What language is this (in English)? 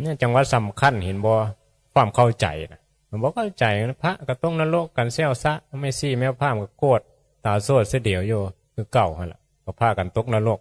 Northeastern Thai